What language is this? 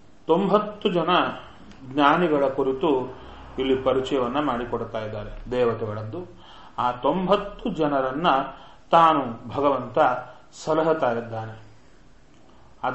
Kannada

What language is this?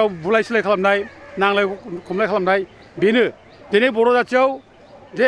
Bodo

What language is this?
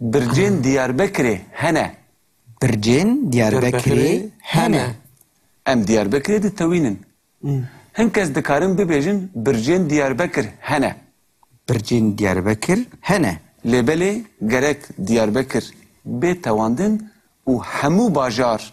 Kurdish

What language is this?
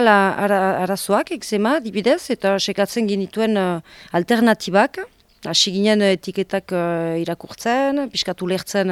Basque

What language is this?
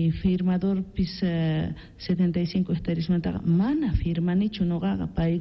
Quechua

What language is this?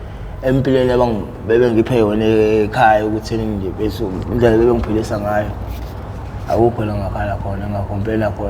Zulu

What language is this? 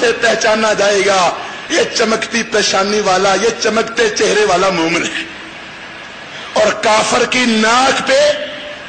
Urdu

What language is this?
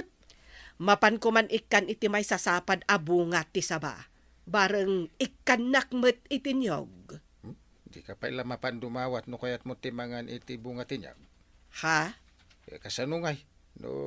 Iloko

